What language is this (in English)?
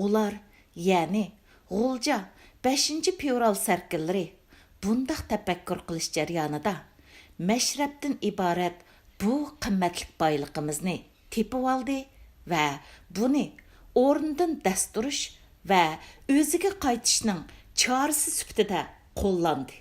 Uyghur